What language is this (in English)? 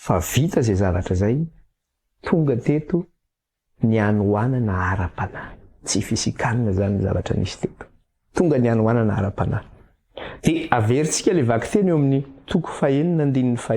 Malagasy